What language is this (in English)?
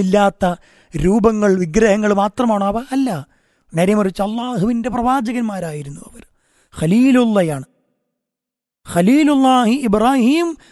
Malayalam